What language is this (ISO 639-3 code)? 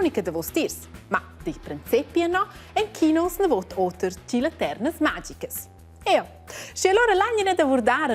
roh